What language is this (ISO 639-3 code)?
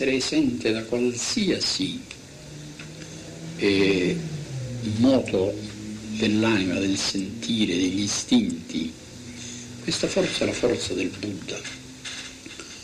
ita